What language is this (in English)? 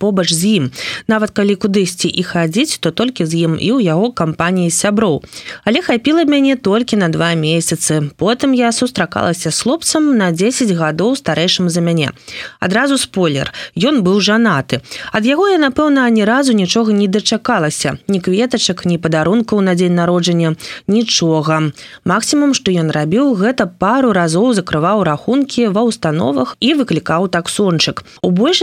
Belarusian